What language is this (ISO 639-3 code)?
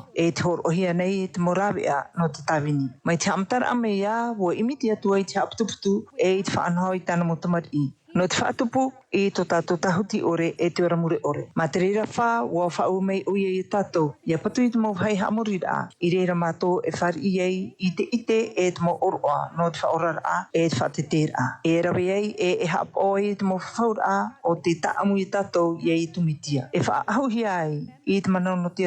tah